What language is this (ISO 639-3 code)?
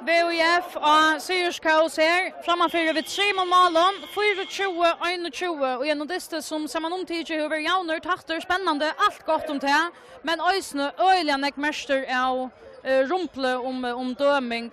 fao